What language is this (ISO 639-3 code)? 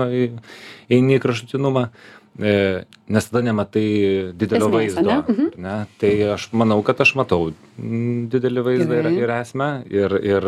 lit